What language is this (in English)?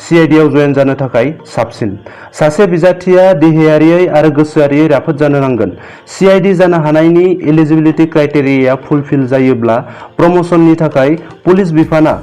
Bodo